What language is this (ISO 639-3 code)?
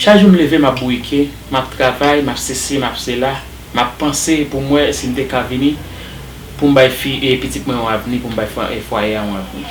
hat